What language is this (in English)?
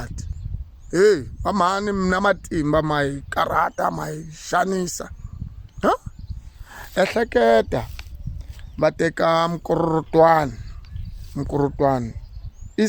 Tsonga